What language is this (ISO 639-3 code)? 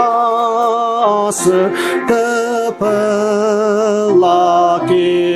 njo